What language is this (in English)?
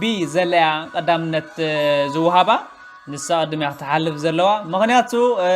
Tigrinya